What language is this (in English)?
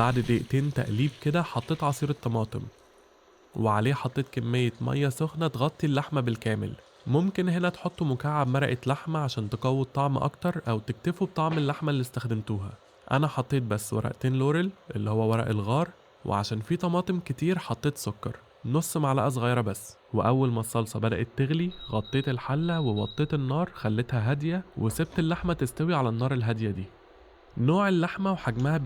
Egyptian Arabic